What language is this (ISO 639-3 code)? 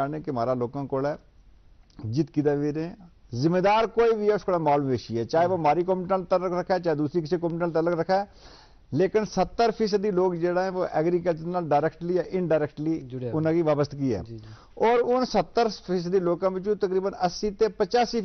gju